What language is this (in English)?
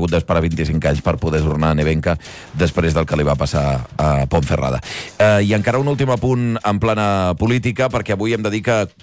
Catalan